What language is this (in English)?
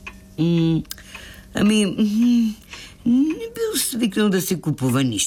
Bulgarian